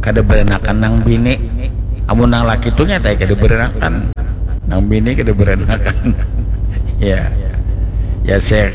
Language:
Banjar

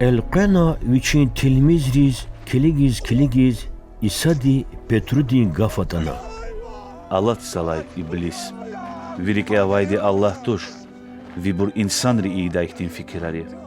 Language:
Lezghian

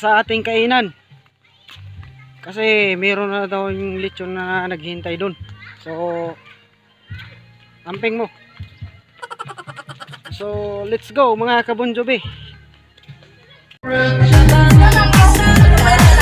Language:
Filipino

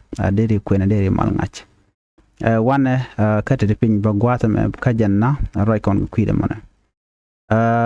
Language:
Nuer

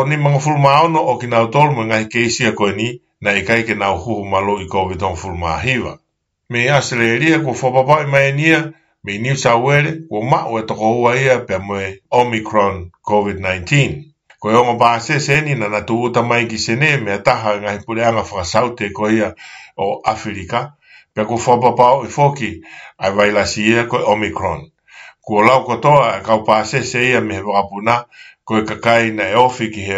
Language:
Tongan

